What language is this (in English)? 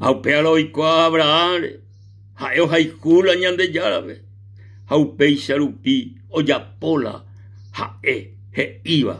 Guarani